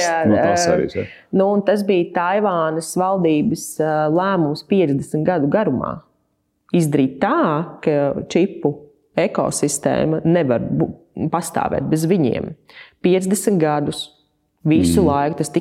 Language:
Latvian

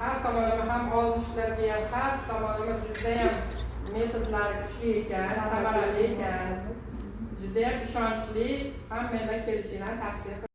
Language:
Uzbek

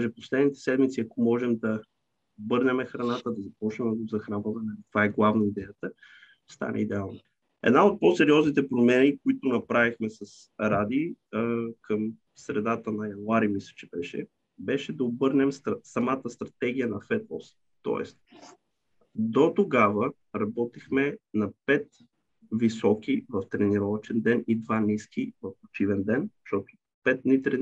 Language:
Bulgarian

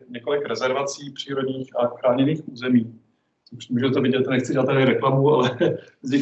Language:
Czech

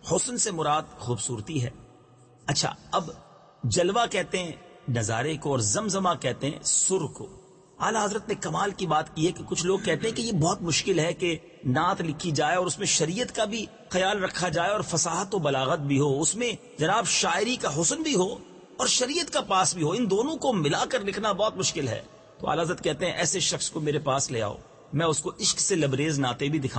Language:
Urdu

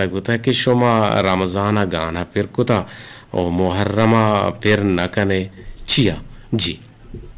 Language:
Eastern Balochi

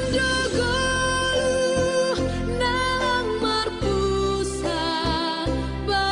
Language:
Batak Simalungun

